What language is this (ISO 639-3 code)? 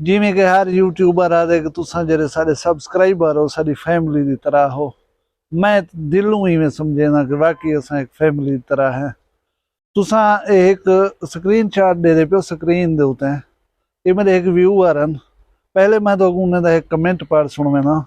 skr